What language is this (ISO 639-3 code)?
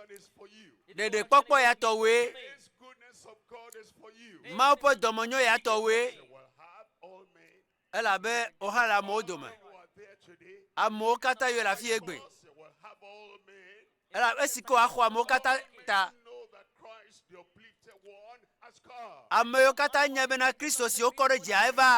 ewe